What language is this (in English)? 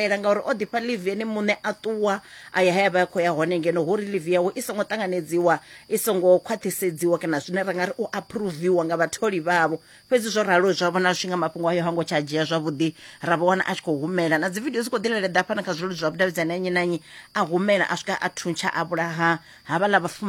Venda